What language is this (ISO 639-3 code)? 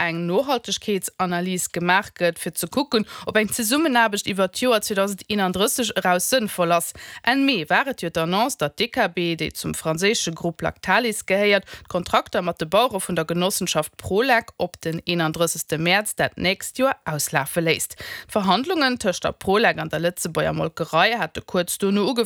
ltz